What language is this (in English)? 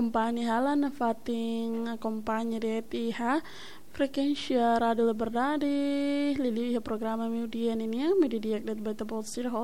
Tetum